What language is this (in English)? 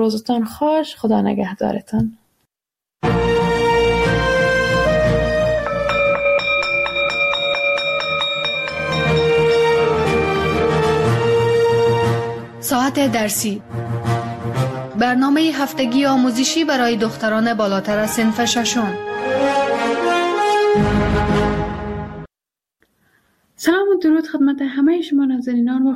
Persian